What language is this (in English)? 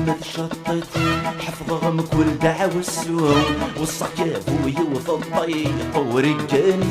Kabyle